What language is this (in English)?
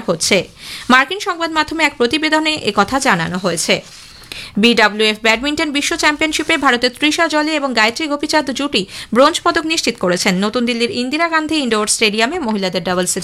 Bangla